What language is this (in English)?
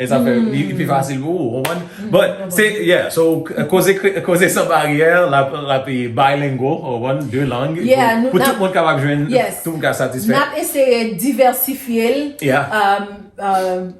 Haitian Creole